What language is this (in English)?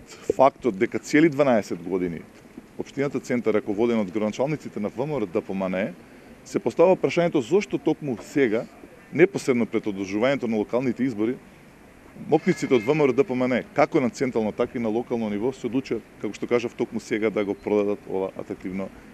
Macedonian